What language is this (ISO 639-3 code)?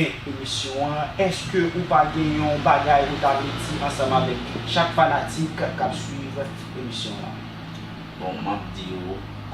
hat